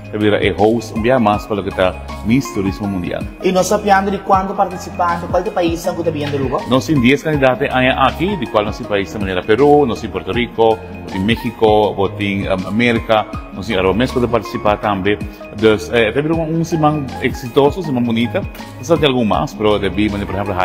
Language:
Papiamento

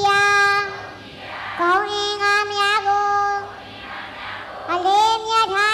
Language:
Burmese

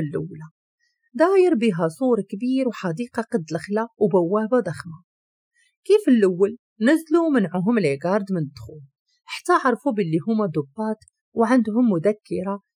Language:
Moroccan Arabic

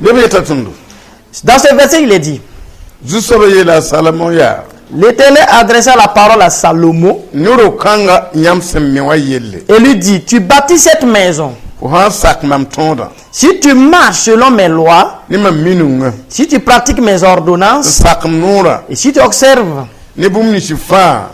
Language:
Mossi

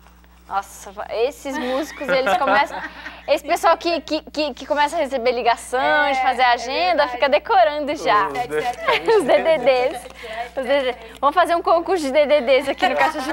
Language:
Portuguese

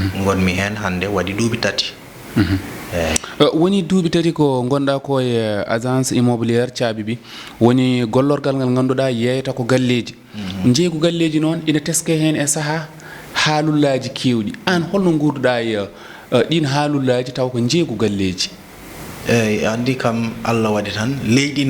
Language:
Fula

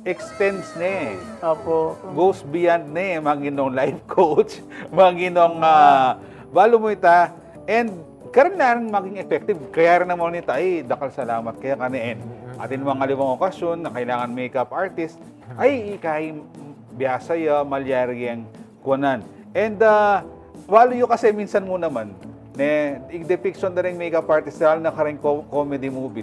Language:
Pampanga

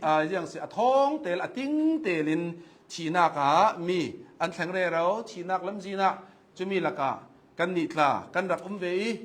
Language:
Hakha Chin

